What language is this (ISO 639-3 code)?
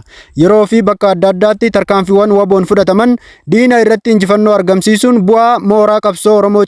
orm